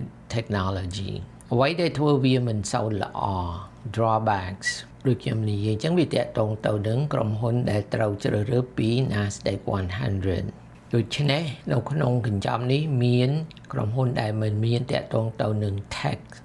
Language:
Khmer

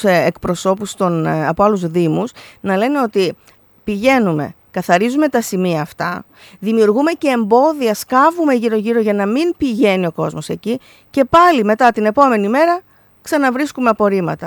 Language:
Greek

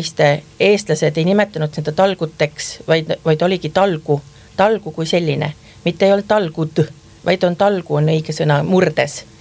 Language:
Estonian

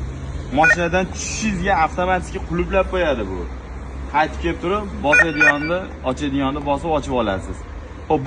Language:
Uzbek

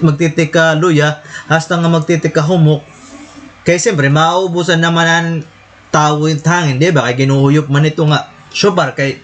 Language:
Waray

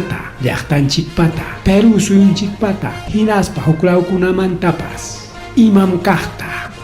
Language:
Ayacucho Quechua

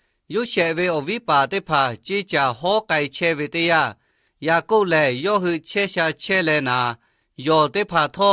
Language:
Lahu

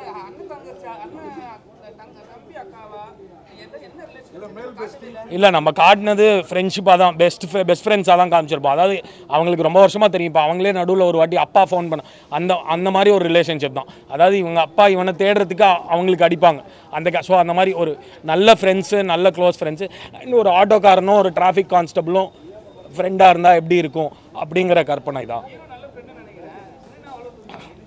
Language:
Tamil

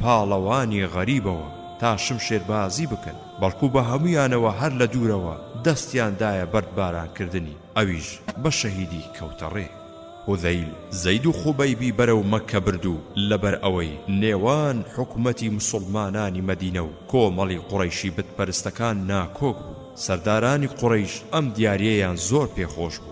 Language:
Central Kurdish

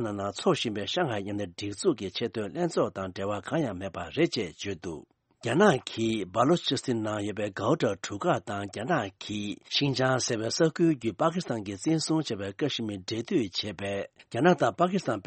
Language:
Tibetan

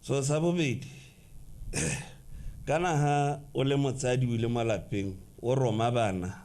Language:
Tswana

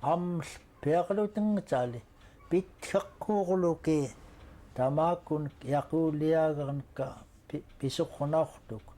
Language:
Central Yupik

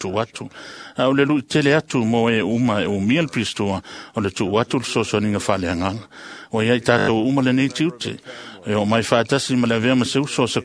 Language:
Samoan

